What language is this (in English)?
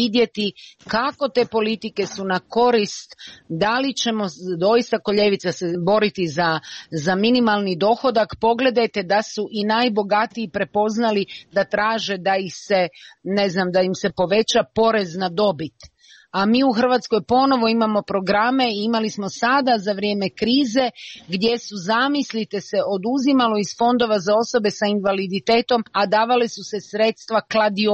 Croatian